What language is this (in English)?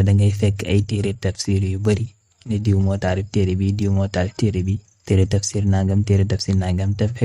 Wolof